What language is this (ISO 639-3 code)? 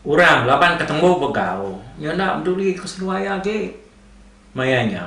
iba